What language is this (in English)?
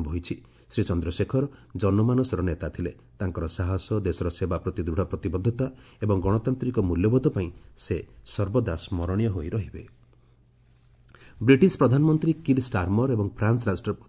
Odia